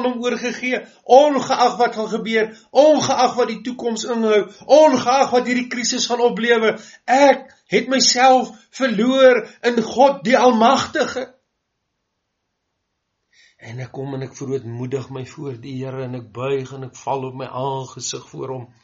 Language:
Afrikaans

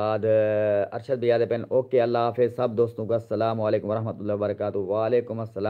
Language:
Saraiki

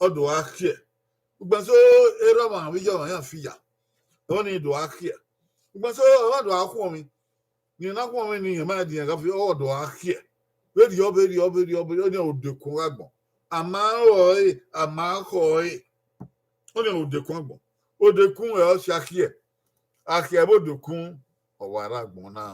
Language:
Bini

